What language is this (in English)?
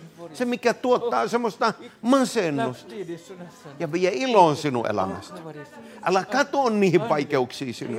Finnish